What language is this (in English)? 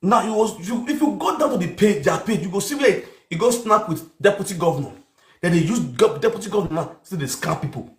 Nigerian Pidgin